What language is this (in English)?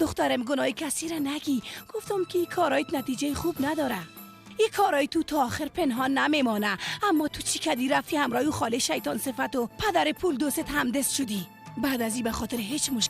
Persian